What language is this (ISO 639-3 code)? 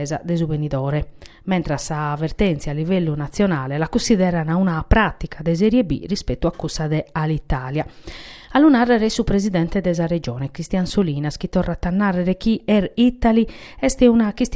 srd